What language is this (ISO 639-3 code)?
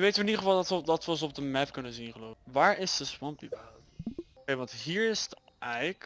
nld